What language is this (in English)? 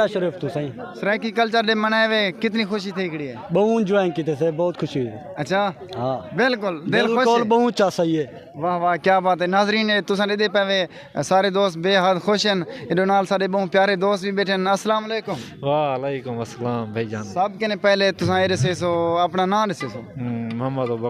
Saraiki